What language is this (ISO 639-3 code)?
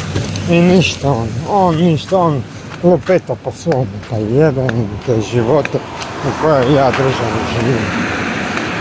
hrv